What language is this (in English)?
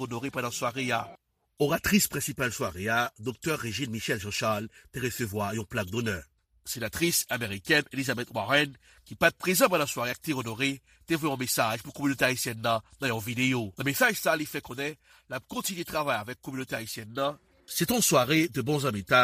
Haitian Creole